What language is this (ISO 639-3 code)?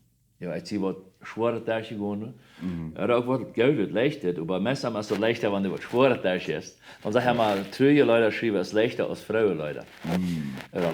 pdt